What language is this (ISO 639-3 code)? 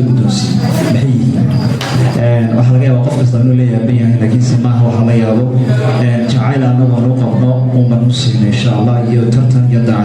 som